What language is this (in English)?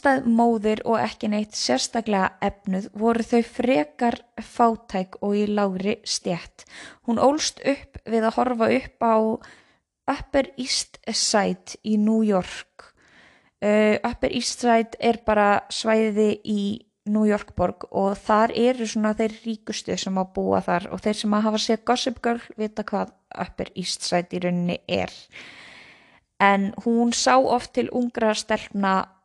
Icelandic